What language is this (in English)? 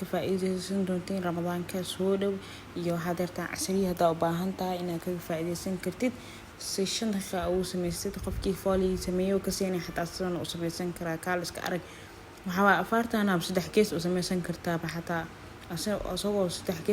Somali